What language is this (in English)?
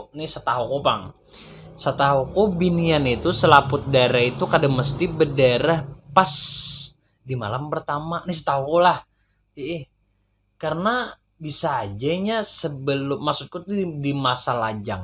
Banjar